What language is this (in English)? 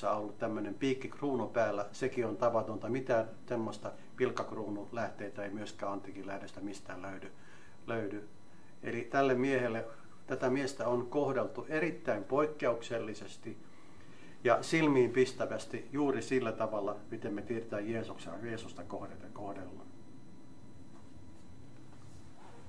Finnish